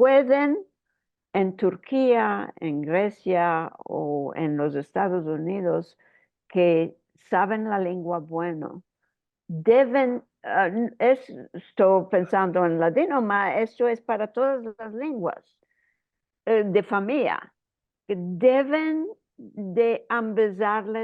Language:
Ladino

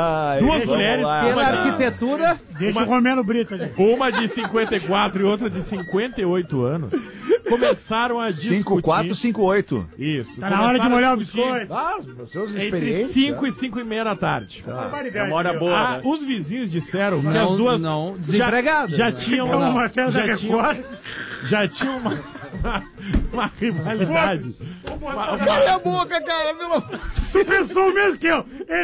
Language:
Portuguese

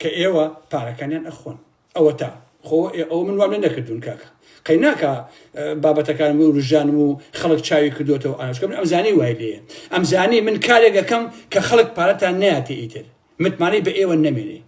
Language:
Central Kurdish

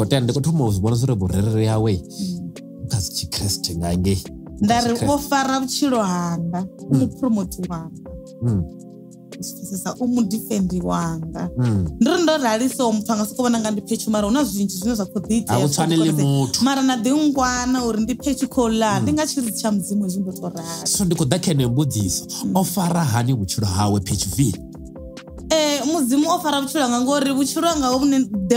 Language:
Venda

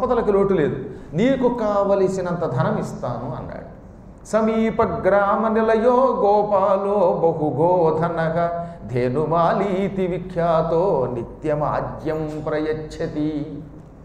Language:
Telugu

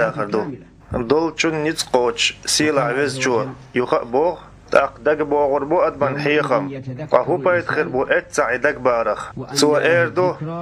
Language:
Chechen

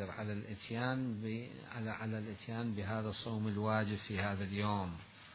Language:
Mesopotamian Arabic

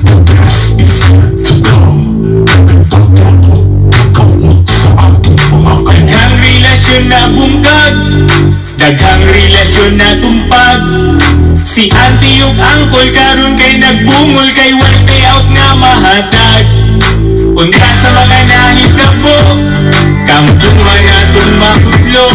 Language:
Cebuano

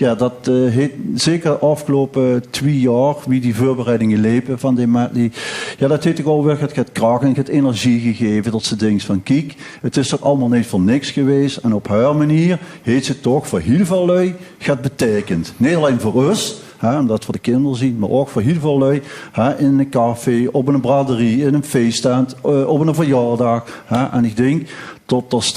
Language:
Limburgish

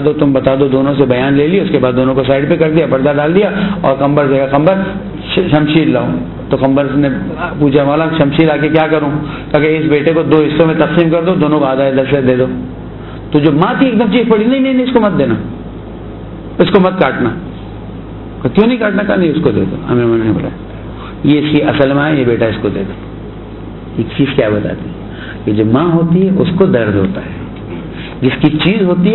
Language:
Urdu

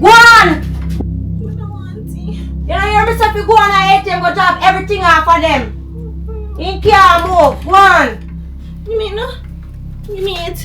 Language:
Jamaican Creole English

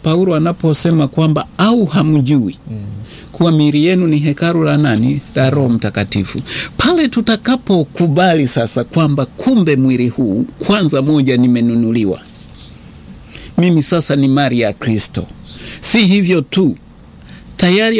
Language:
Swahili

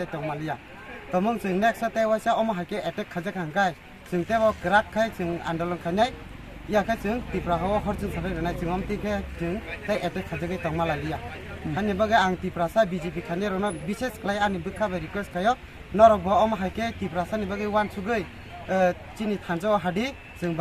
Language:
Kok Borok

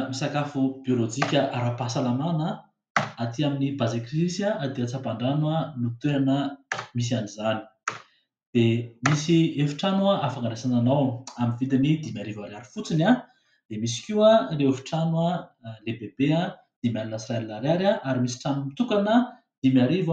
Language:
Malagasy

